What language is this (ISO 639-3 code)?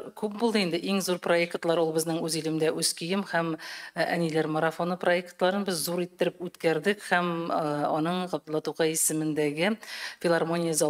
tat